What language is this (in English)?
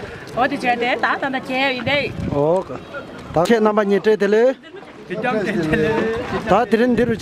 Tibetan